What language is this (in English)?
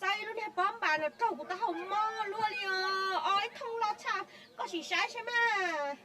Hmong